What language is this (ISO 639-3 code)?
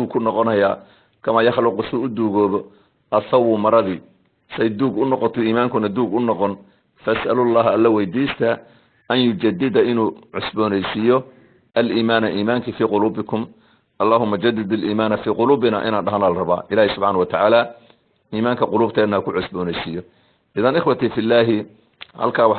som